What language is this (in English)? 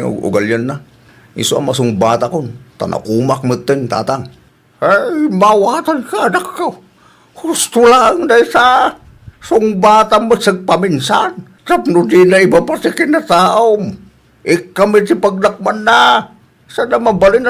Iloko